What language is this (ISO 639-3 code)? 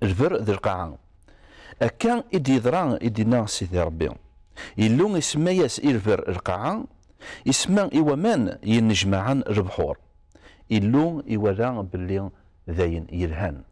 kab